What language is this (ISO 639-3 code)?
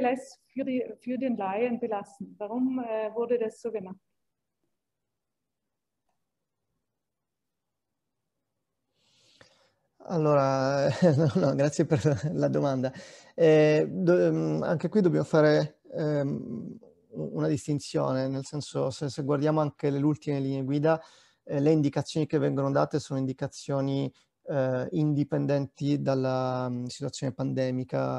ita